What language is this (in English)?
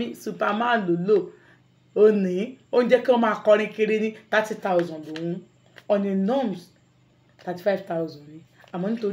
Yoruba